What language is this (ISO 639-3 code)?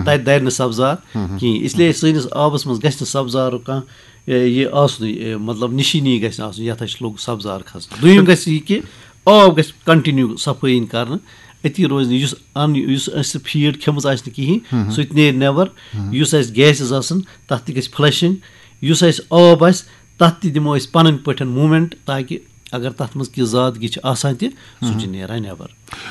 kas